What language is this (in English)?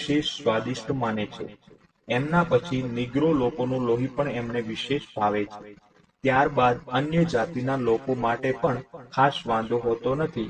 Gujarati